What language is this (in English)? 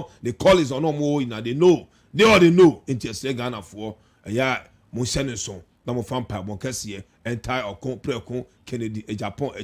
Akan